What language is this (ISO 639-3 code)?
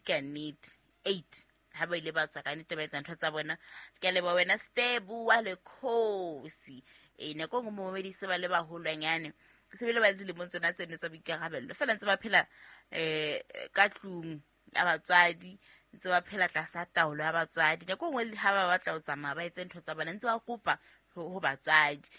sot